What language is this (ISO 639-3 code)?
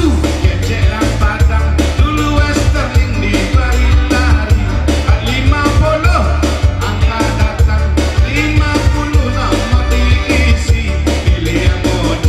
min